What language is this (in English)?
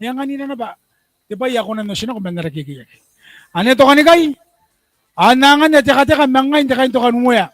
Gilbertese